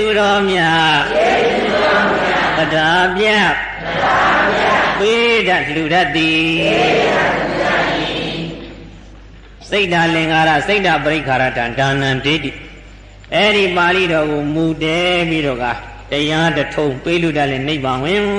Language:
Burmese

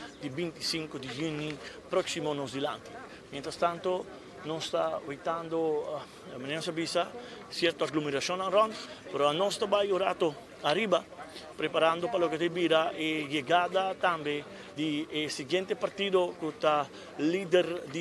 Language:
Papiamento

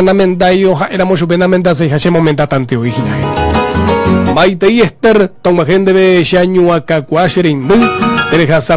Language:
Guarani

